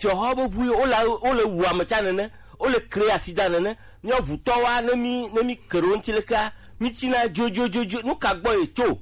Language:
Gen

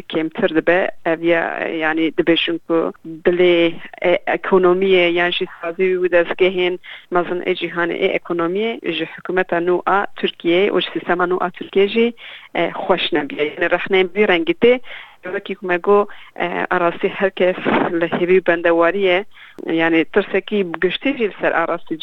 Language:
Kurdish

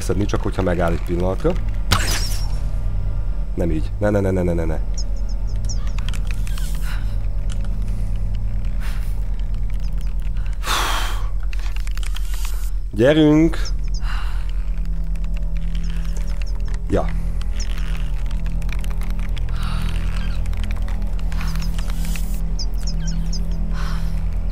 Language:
Hungarian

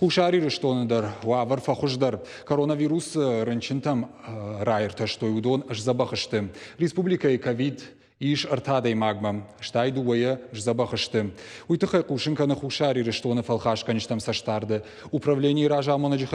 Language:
Ossetic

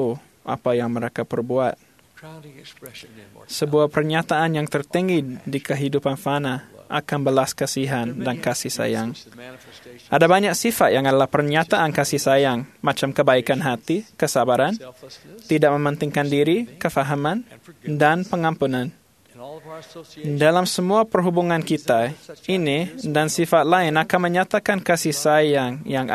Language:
Malay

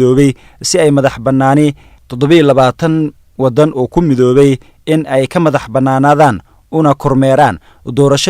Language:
Somali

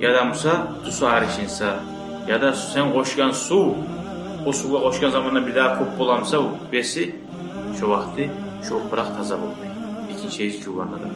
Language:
Kumyk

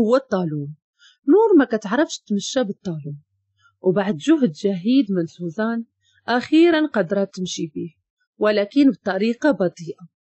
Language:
Moroccan Arabic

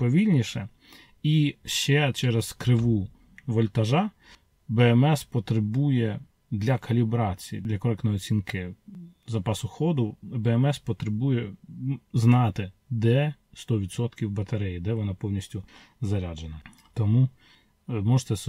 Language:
Ukrainian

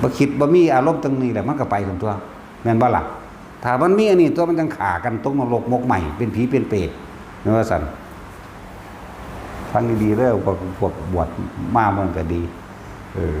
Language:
Northeastern Thai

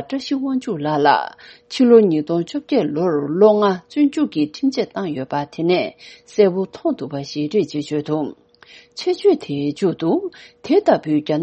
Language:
Tibetan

